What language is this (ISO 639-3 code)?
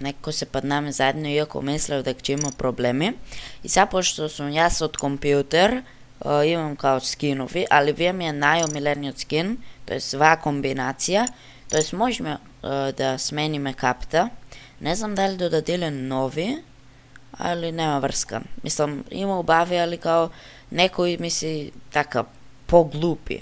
mkd